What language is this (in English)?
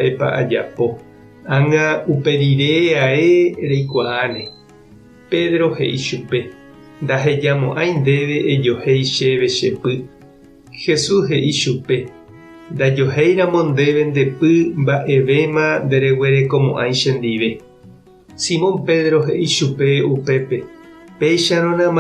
Guarani